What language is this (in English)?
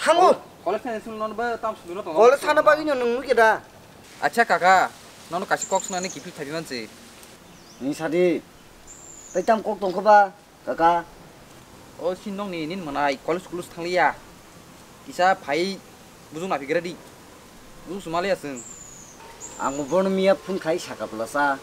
Kok Borok